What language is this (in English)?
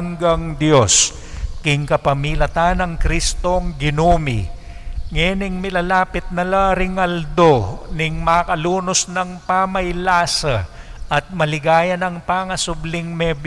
Pampanga